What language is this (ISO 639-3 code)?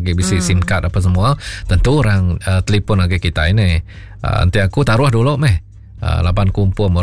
iba